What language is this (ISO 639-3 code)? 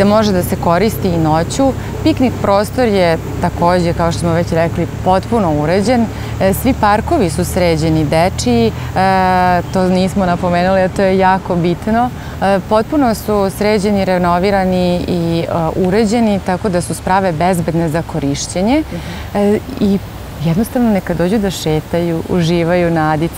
srp